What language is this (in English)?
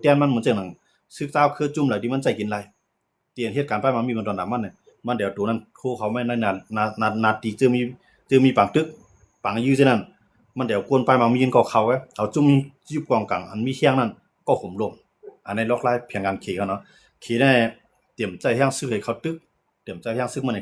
Shan